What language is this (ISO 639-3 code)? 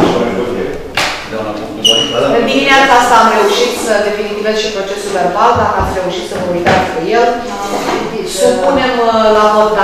ron